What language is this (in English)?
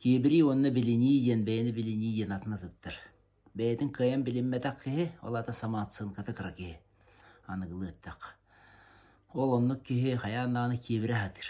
Yakut